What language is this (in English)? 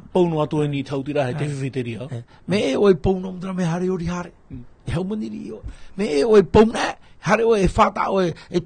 Tahitian